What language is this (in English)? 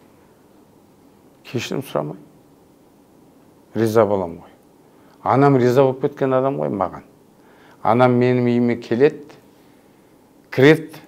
Kazakh